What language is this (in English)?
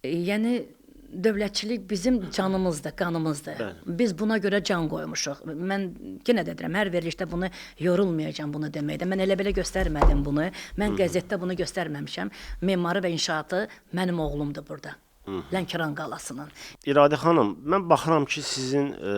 Azerbaijani